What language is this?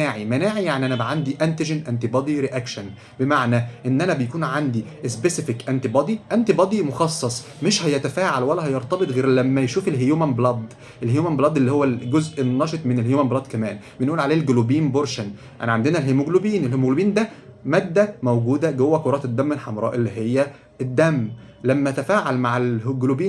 Egyptian Arabic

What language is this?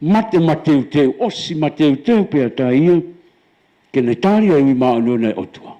Tongan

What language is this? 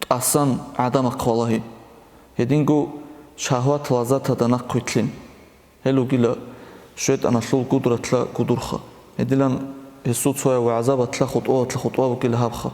Avaric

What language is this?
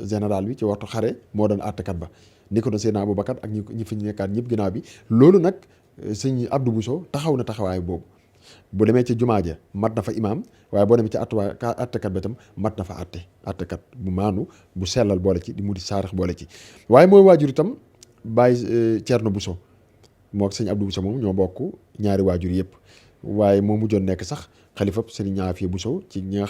Wolof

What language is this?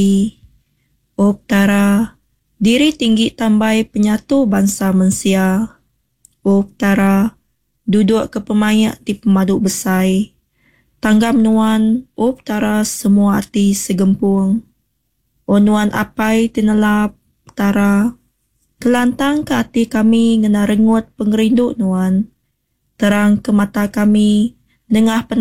Iban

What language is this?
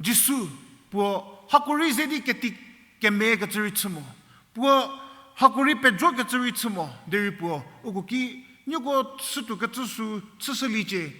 Angami Naga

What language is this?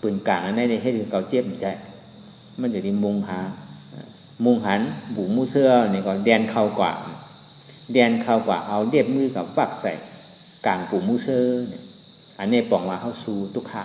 Shan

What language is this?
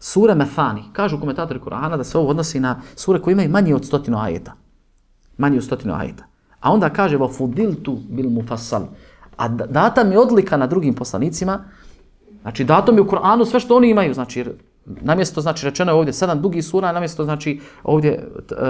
Croatian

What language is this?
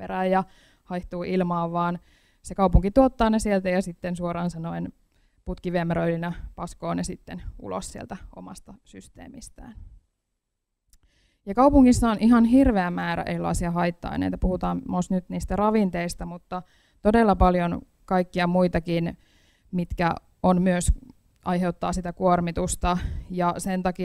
Finnish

